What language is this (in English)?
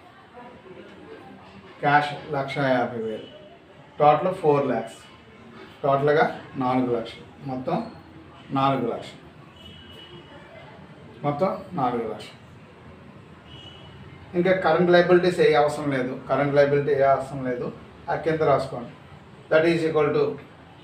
Telugu